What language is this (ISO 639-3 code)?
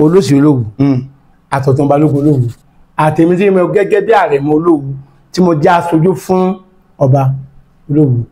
yor